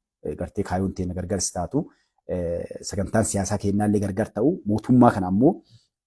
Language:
Oromo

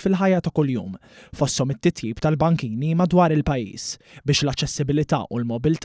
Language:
Maltese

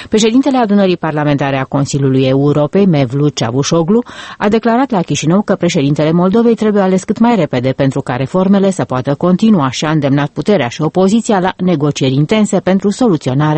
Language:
Romanian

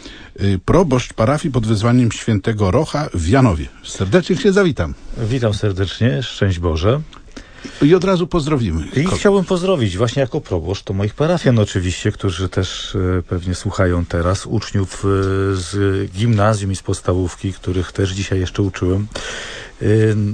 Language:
Polish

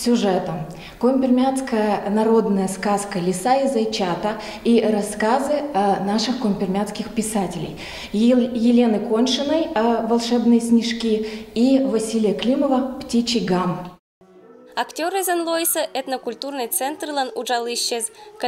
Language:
Komi-Permyak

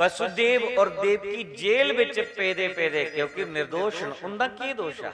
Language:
Dogri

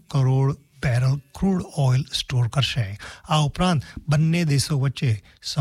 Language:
Gujarati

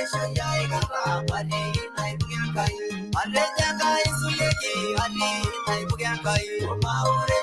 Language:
Masai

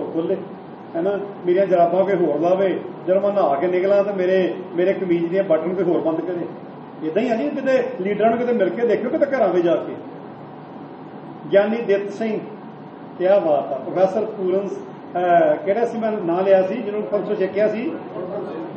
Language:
Punjabi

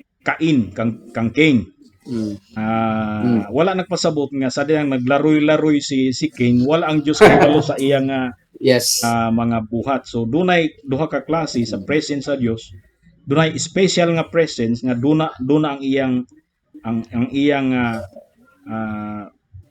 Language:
Cebuano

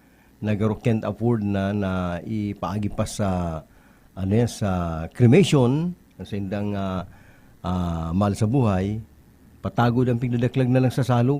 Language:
Bikol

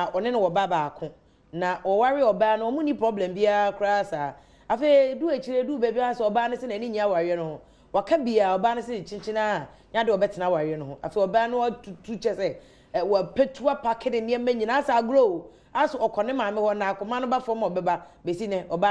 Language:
Akan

